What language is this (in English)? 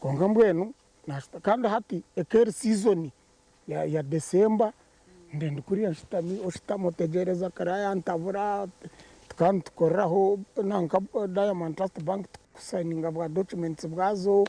Nyankole